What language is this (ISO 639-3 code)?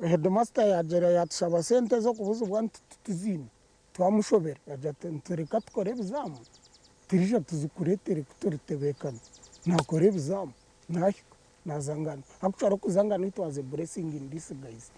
nyn